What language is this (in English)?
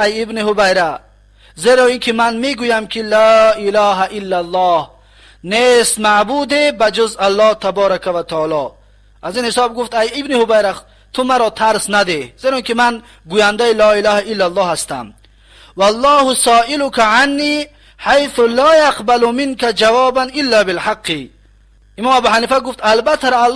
Tajik